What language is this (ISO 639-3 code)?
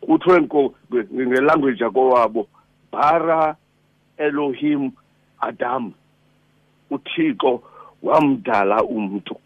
xho